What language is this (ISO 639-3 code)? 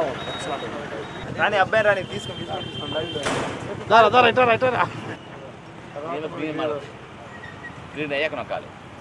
tel